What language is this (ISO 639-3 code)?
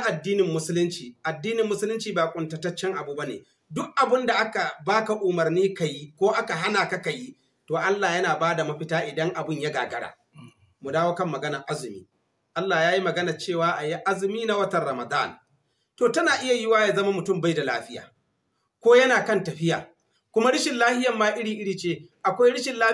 hau